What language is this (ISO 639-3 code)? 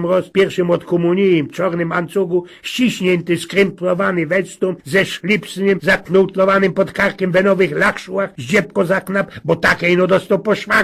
szl